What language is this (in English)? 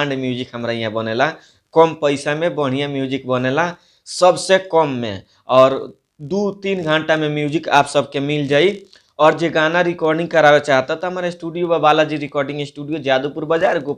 Bhojpuri